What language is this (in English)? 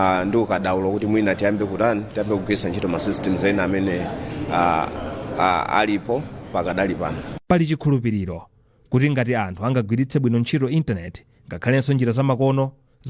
Nyanja